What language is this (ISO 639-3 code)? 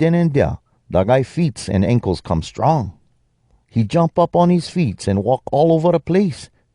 hwc